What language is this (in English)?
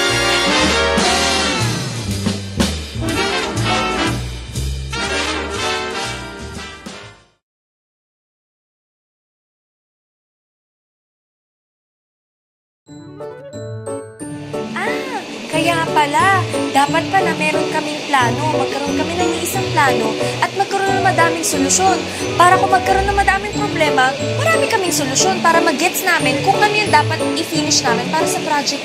Filipino